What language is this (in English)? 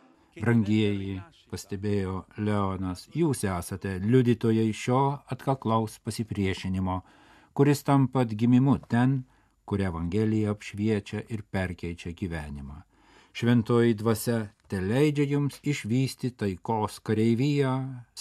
Lithuanian